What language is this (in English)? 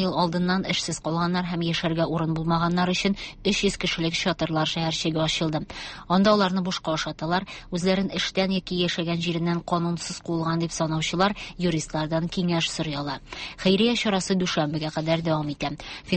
Tatar